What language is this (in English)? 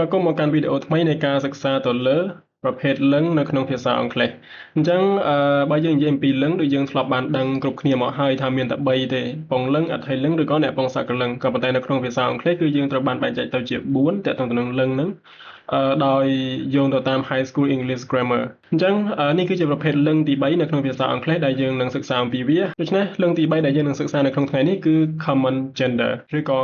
Khmer